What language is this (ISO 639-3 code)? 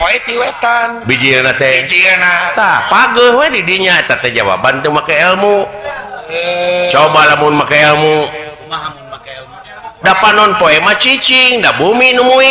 sun